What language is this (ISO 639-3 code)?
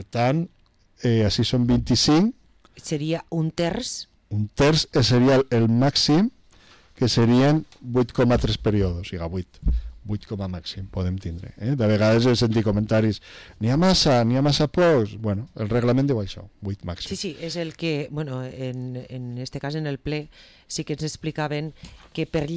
cat